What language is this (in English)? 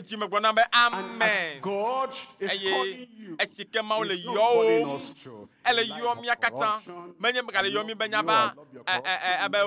Ewe